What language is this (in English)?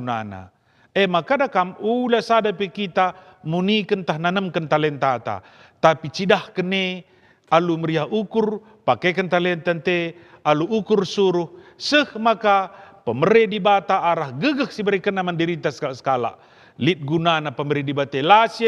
Batak Karo